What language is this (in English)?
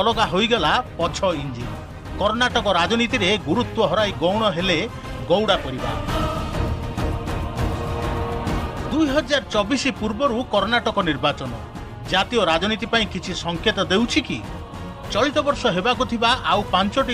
Odia